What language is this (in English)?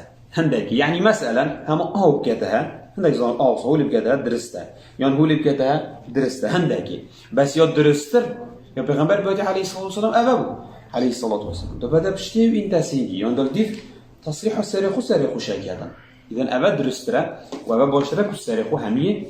Kurdish